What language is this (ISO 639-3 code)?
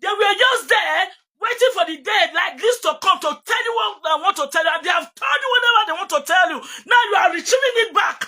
pcm